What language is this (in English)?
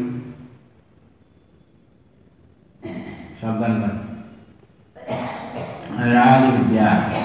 Odia